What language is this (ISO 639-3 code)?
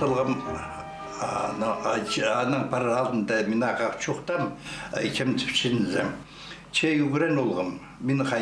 kjh